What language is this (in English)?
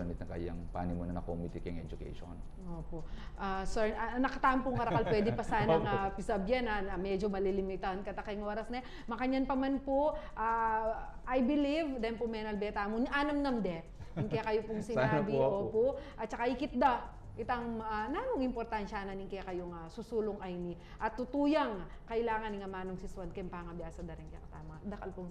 Pampanga